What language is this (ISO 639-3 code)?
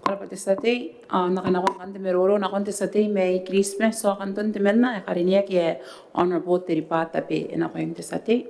gil